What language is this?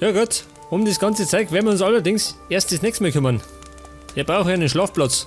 Bavarian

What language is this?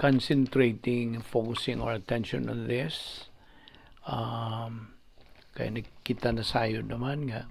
Cebuano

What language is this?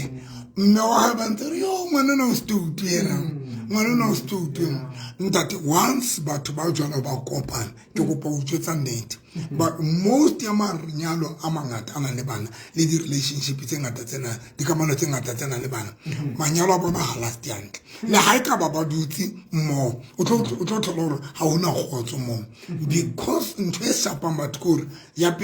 Southern Sotho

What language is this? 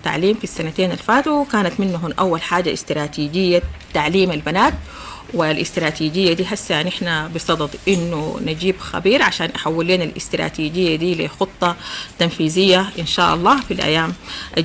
Sudanese Arabic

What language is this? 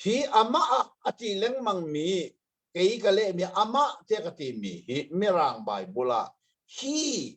Hakha Chin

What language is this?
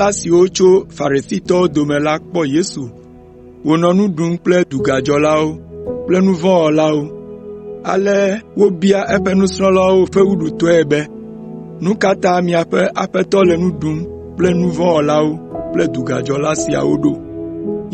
Ewe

